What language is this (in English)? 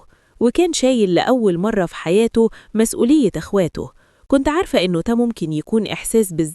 Egyptian Arabic